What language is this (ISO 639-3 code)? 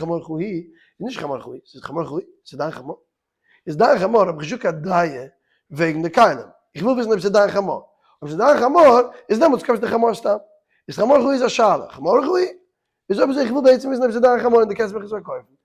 yid